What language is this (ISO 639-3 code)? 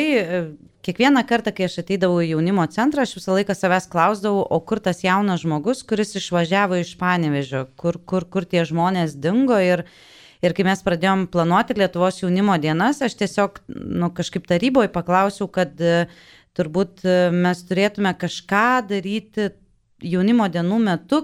lit